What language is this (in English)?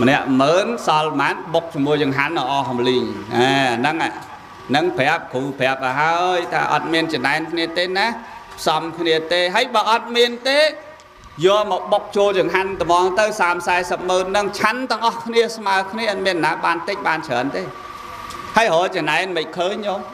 Khmer